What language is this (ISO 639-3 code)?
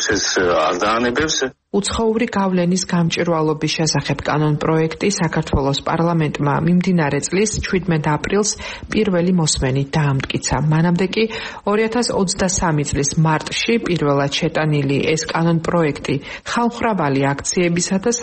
kat